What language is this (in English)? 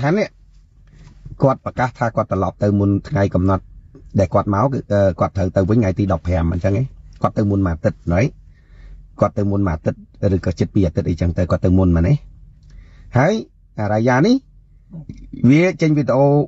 Khmer